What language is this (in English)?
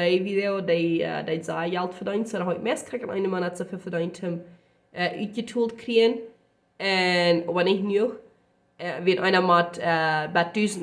Plautdietsch